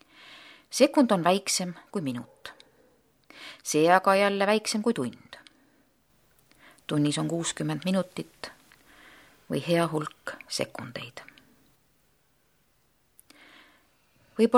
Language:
Estonian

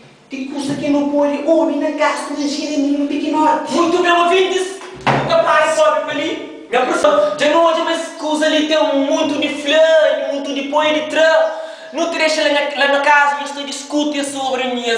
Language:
Kabuverdianu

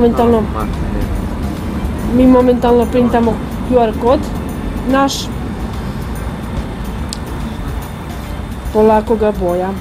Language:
Croatian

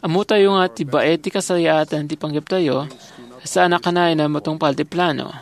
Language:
Iloko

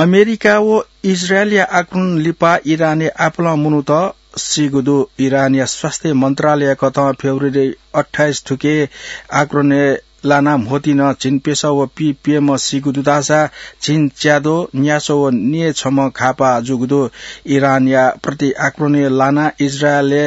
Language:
Newari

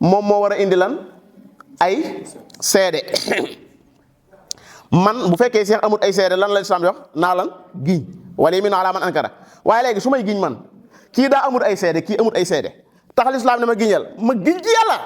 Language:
Wolof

